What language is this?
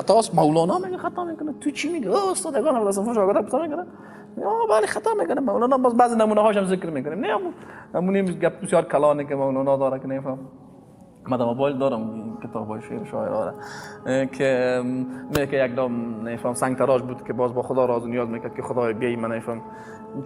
Persian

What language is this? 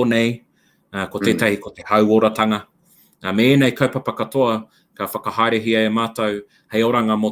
Māori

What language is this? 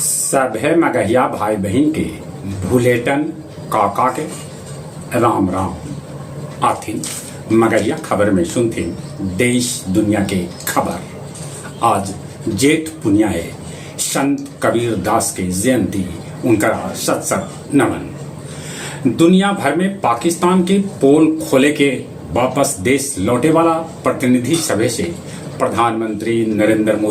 Magahi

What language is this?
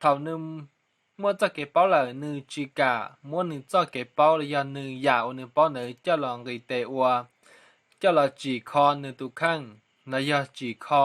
Hmong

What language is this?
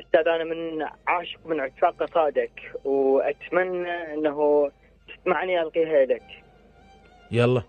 Mesopotamian Arabic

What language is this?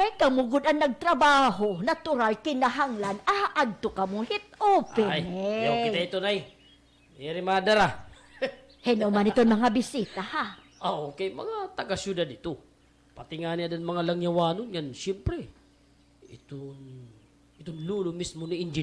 Waray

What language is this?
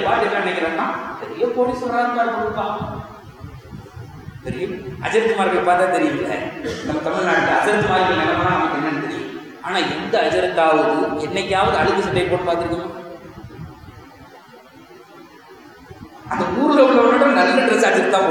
Tamil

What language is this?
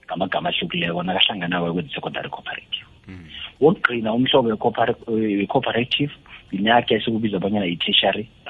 South Ndebele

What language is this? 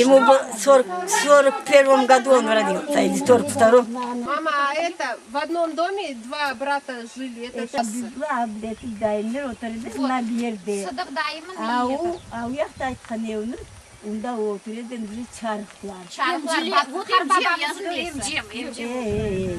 Crimean Tatar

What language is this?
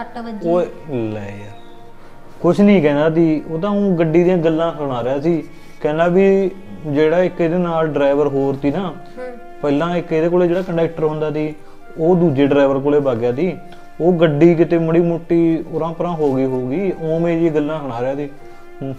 Punjabi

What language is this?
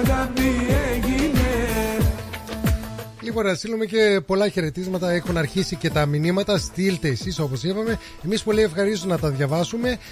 Greek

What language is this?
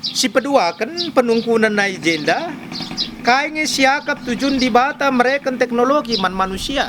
Batak Karo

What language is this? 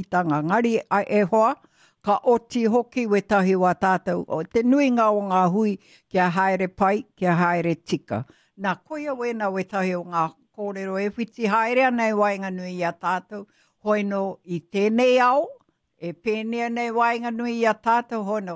Māori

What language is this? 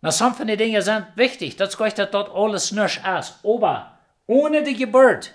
Plautdietsch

